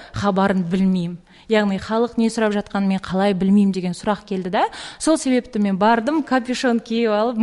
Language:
Kazakh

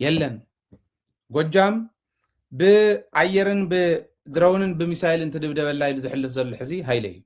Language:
Tigrinya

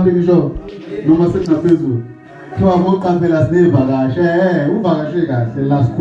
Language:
Zulu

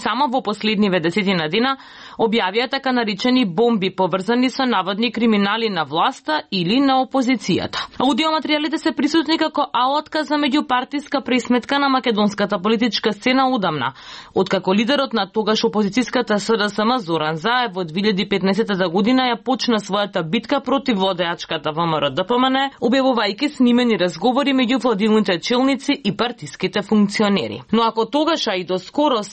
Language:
Macedonian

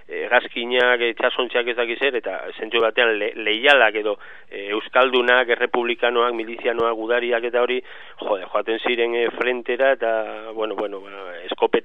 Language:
Basque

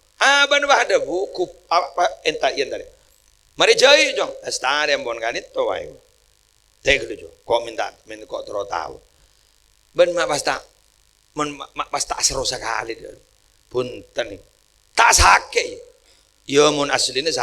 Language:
Madurese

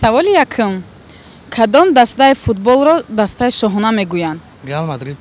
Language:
Tajik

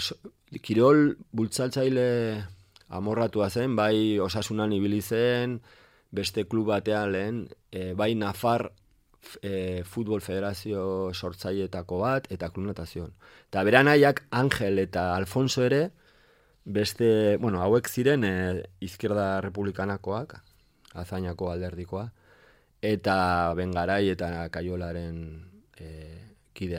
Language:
Basque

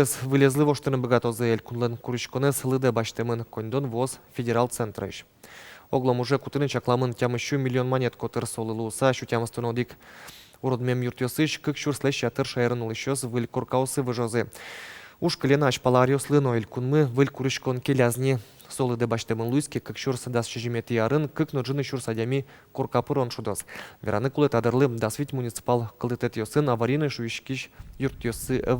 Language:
Udmurt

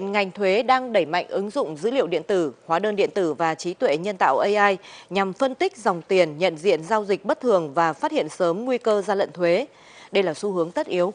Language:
Vietnamese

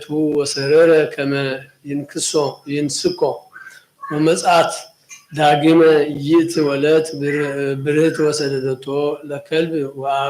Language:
Geez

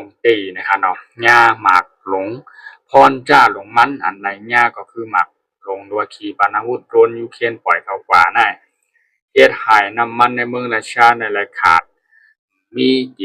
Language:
Shan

